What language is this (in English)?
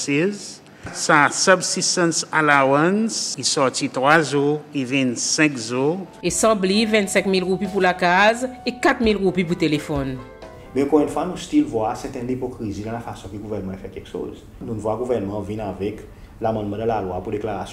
Seselwa Creole French